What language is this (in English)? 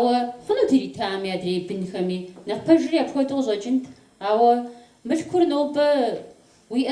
Kabardian